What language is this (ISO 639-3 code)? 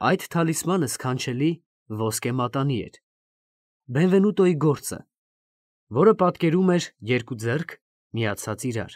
hye